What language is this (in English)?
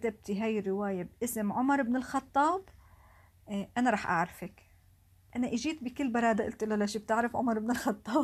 North Levantine Arabic